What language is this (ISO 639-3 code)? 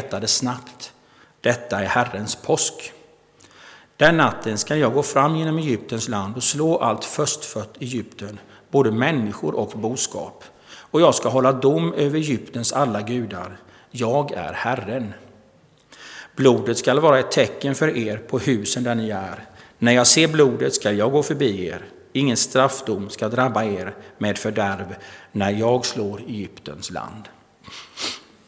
swe